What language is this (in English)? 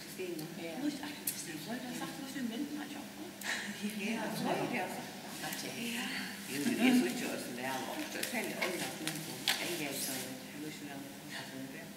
Faroese